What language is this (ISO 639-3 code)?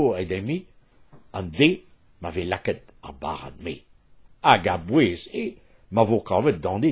bre